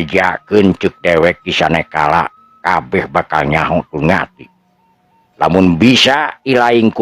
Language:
Sundanese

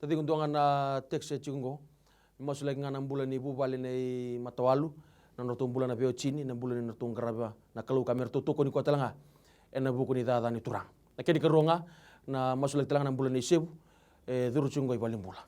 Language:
Fijian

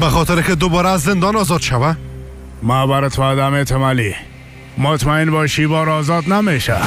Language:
Tajik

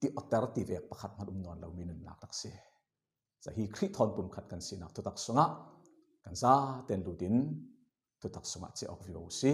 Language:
Falam Chin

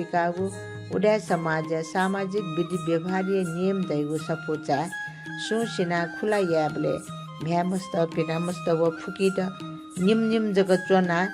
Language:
Newari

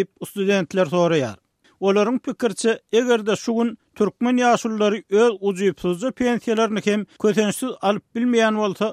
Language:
Turkmen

